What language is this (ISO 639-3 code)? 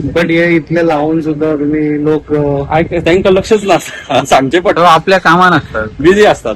kok